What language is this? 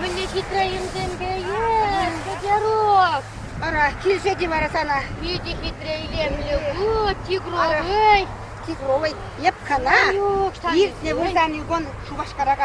Chuvash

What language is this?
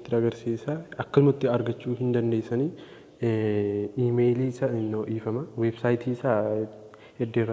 Oromo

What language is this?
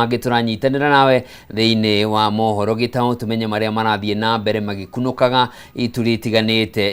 Kikuyu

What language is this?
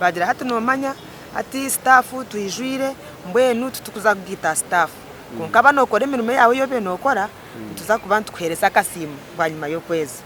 Nyankole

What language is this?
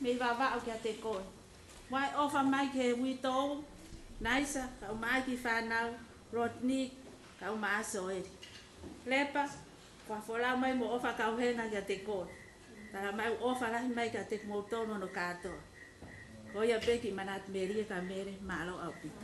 Tongan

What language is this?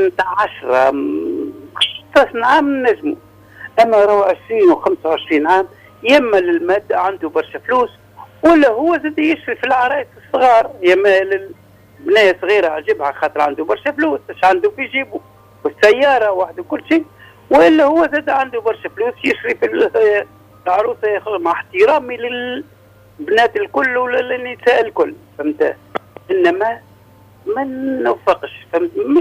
Tunisian Arabic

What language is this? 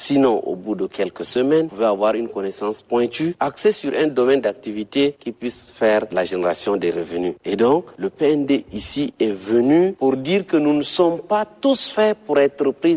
French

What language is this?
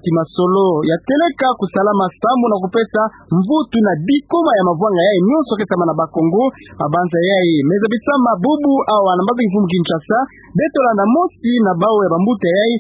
Kituba (Democratic Republic of Congo)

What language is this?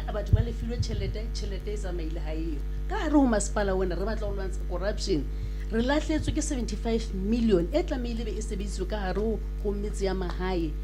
Southern Sotho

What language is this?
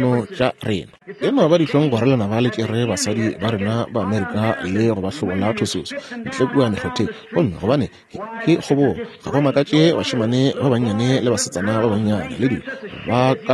Northern Sotho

